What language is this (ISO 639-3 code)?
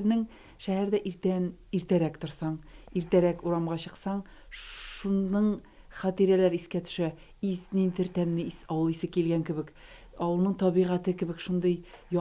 tat